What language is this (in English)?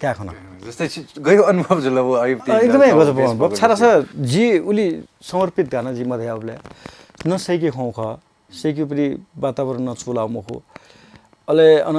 Newari